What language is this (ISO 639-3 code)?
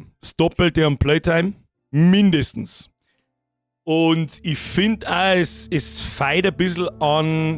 bar